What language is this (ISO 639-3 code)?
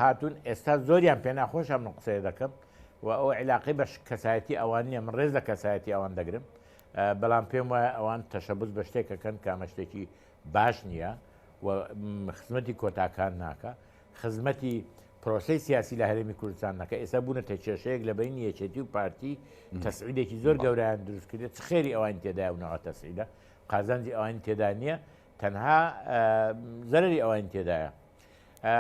ckb